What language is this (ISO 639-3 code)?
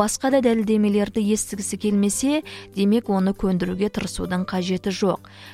kaz